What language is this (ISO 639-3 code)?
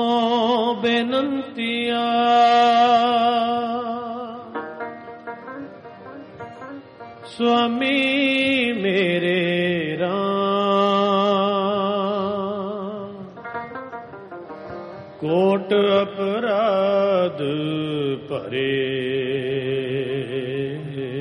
pan